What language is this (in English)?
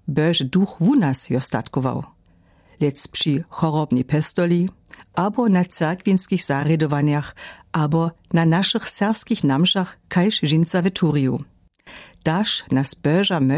Lower Sorbian